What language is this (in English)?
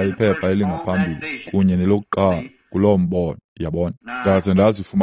Xhosa